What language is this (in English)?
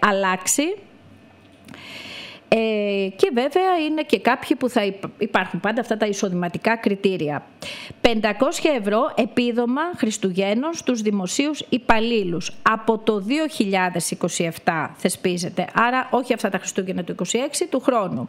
Greek